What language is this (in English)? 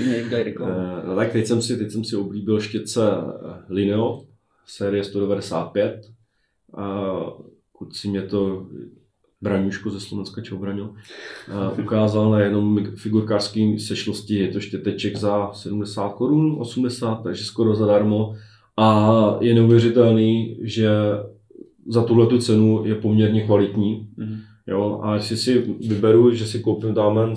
Czech